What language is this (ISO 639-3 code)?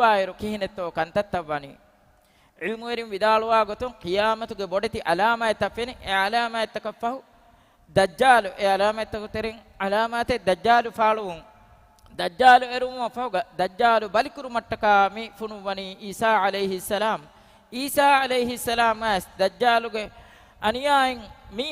div